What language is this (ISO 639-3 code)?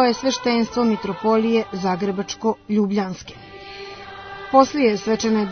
srp